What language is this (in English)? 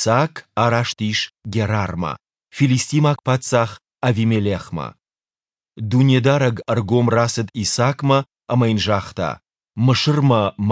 Ossetic